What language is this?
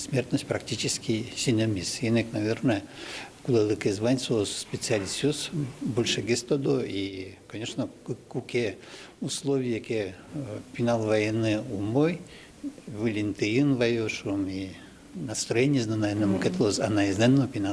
Udmurt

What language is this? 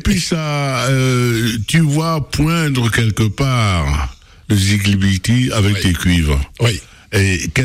French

